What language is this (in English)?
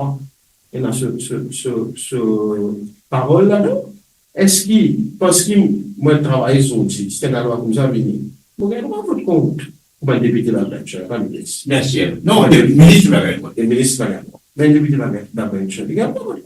Morisyen